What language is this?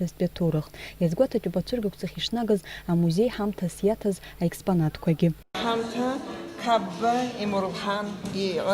Abkhazian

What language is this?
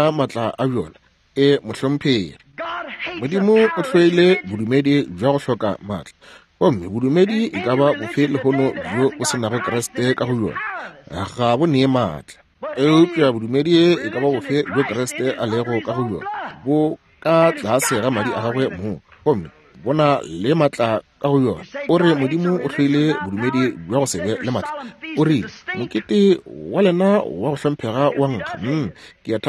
Northern Sotho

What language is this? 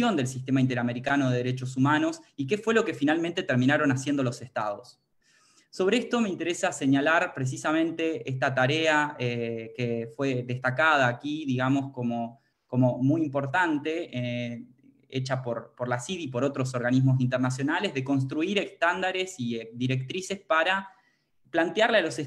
Spanish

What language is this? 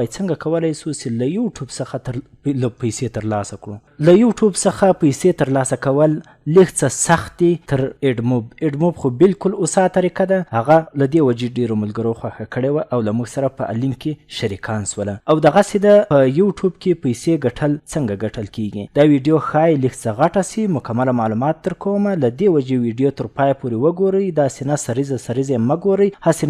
Pashto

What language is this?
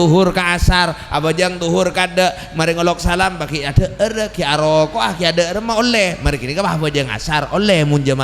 Madurese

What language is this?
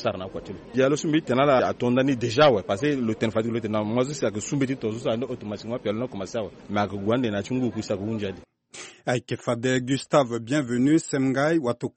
Sango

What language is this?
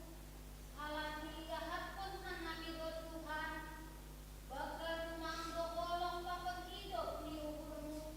Batak Simalungun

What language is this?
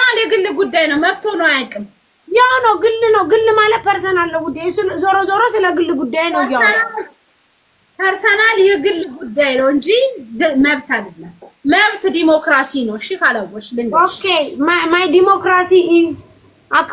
Amharic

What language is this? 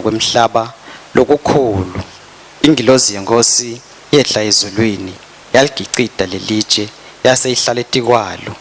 Swati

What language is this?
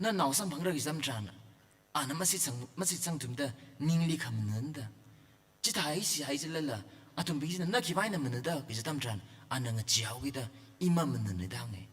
Tangkhul Naga (India)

